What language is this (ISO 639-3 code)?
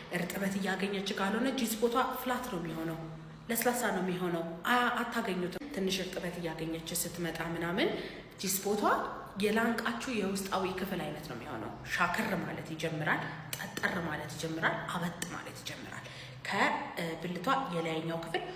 amh